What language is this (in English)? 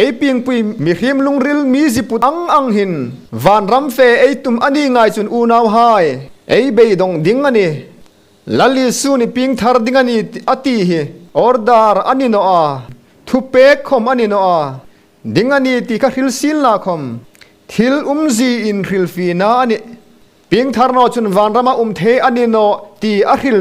Hmar